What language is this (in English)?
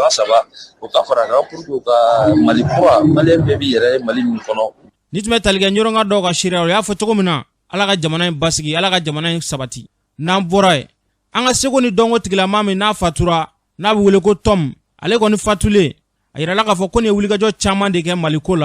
Bambara